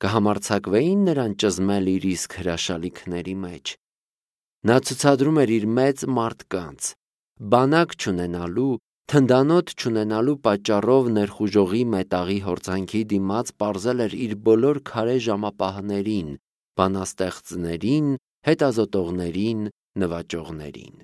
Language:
Armenian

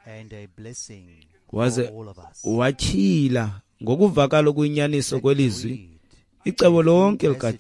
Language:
Xhosa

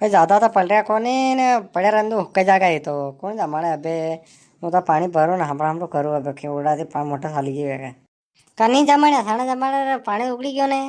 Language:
Rajasthani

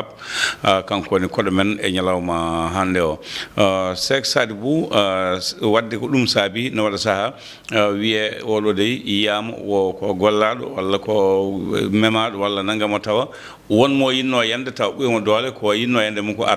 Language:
Fula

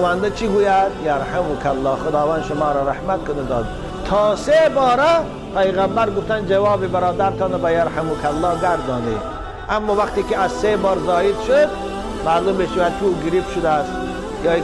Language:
Tajik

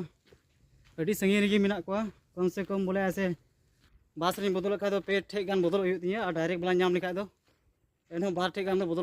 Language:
Santali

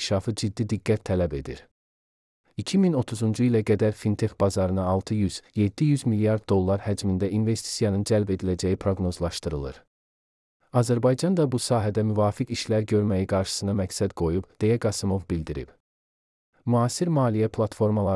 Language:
Azerbaijani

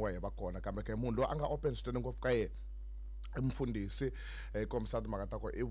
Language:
Tsonga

